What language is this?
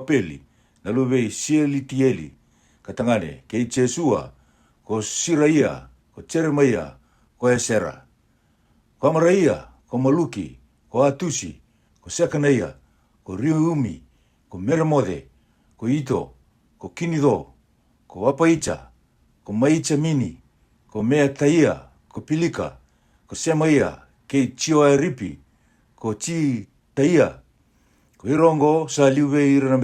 Fijian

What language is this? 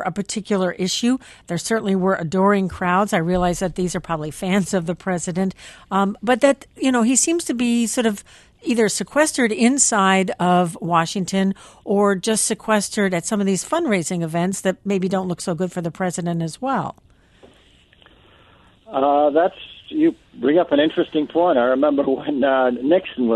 English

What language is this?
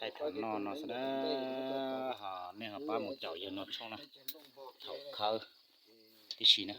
Hmong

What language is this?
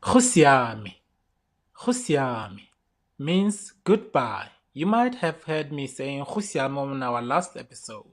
Tswana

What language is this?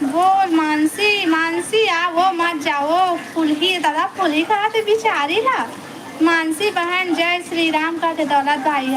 Chhattisgarhi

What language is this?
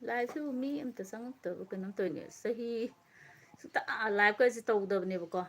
Manipuri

